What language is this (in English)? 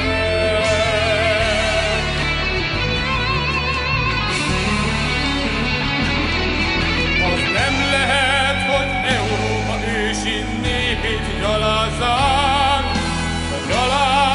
Hungarian